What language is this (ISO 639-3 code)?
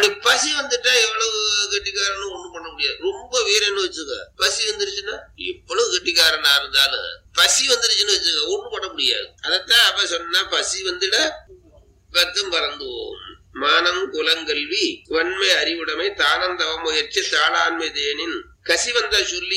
tam